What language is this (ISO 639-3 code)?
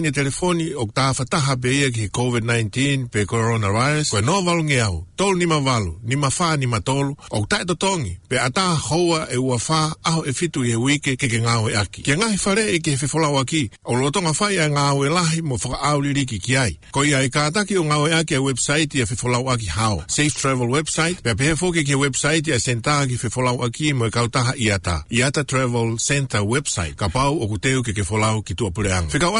ton